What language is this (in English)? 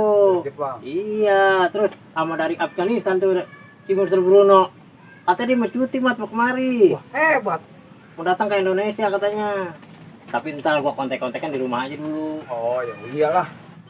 Betawi